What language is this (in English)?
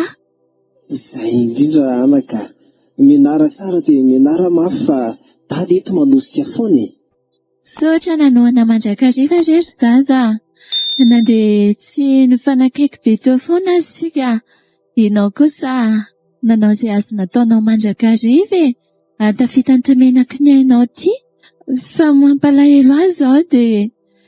Malagasy